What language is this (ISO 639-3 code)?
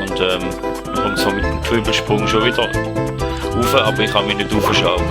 gsw